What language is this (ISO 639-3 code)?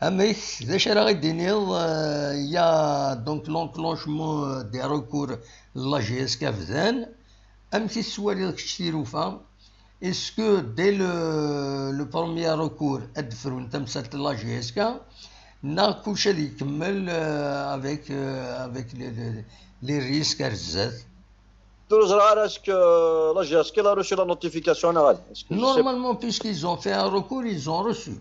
kab